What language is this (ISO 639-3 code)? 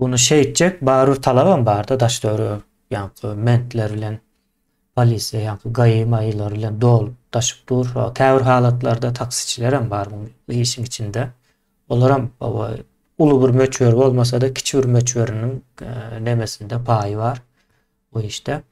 tuk